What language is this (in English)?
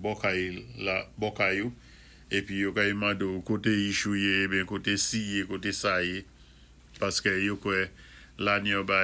Saint Lucian Creole French